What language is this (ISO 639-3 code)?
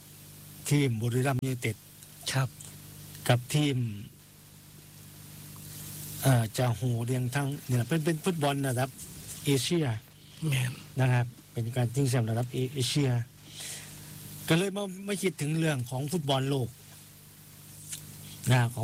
tha